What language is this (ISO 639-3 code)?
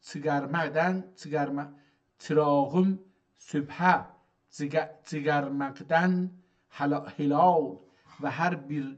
azb